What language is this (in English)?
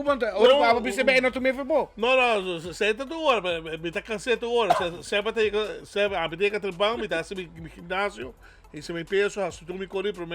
Papiamento